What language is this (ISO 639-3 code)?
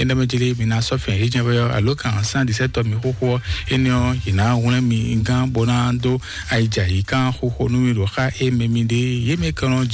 fon